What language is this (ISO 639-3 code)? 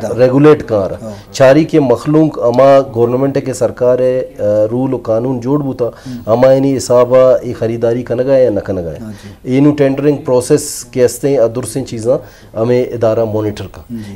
bgp